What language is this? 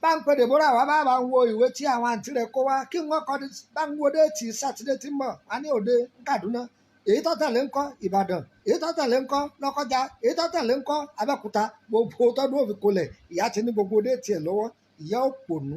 Yoruba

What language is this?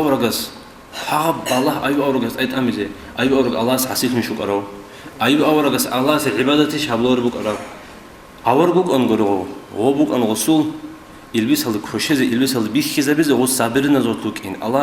Avaric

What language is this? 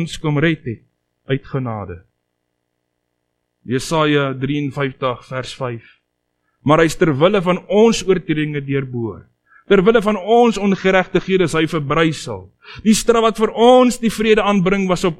Afrikaans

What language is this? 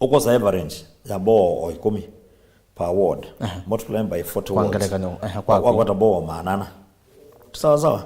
Kamba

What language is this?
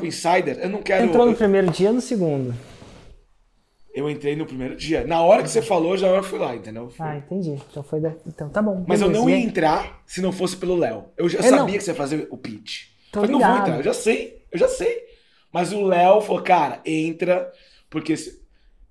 Portuguese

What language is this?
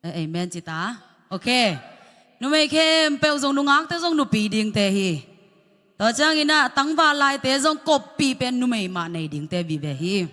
Tedim Chin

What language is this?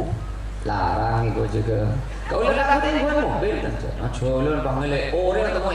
Madurese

